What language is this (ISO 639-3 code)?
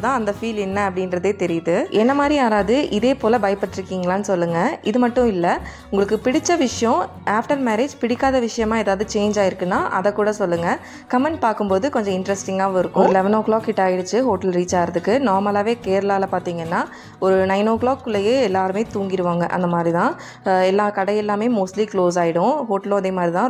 tam